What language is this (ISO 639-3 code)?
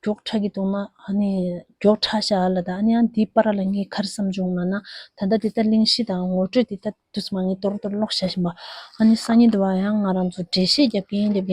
bod